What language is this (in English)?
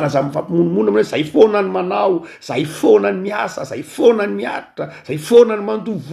Malagasy